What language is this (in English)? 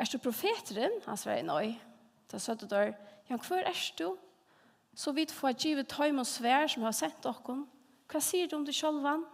Faroese